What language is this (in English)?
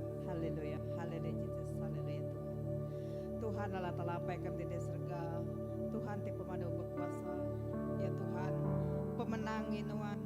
Iban